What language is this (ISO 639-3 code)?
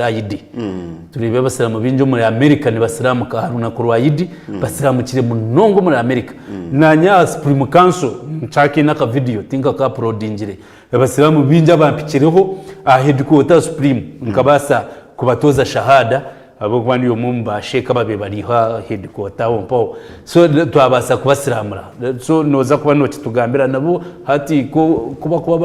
nyn